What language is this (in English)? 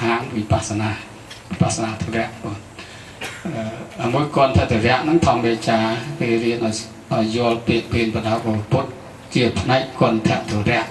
Khmer